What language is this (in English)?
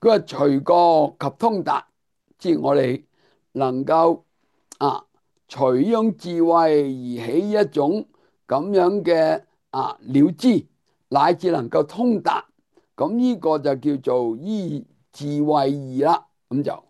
Cantonese